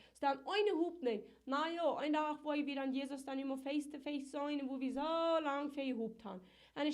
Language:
Plautdietsch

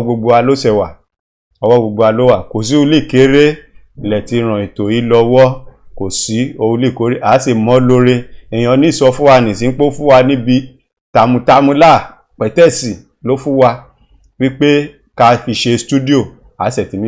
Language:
Yoruba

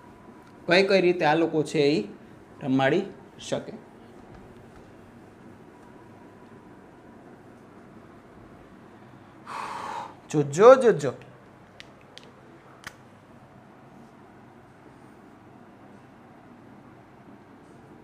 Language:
Gujarati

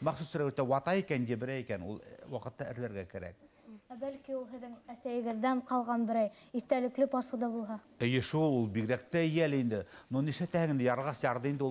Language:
Bashkir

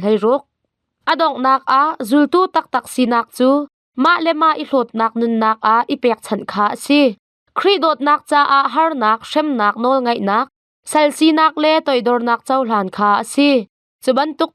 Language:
Hakha Chin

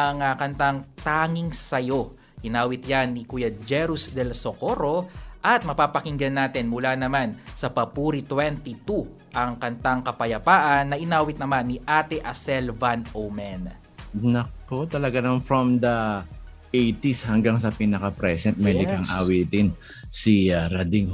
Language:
Filipino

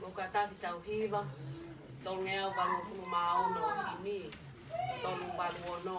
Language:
Tongan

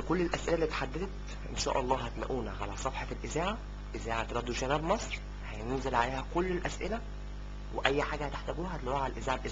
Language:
Egyptian Arabic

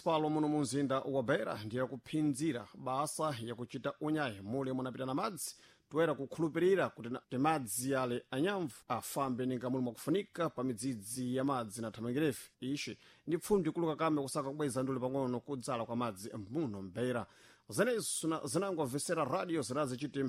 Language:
Sena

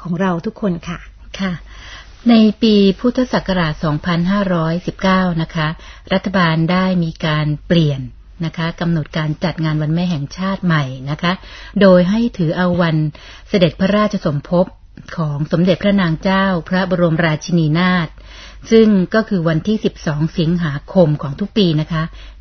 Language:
Thai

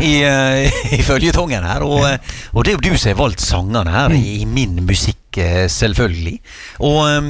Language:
Norwegian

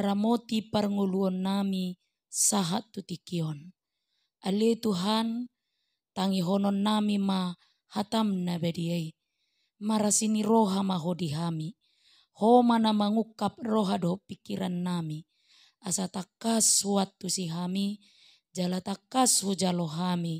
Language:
Batak Toba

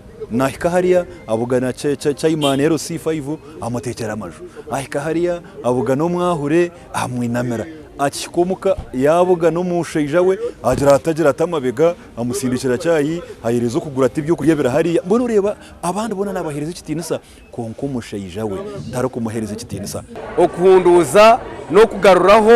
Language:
Nyankole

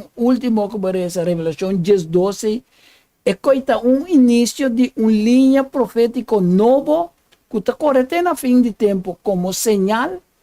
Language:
Papiamento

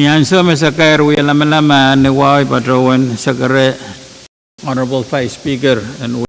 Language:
Pohnpeian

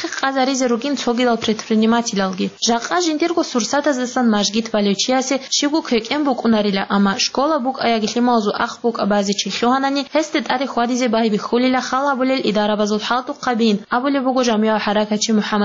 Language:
Avaric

